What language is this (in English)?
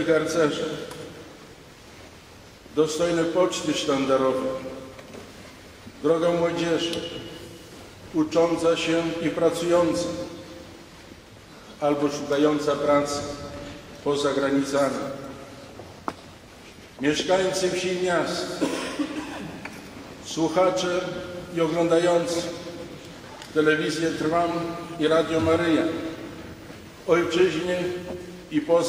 Polish